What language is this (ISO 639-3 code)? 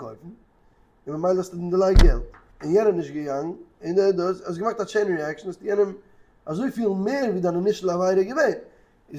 yid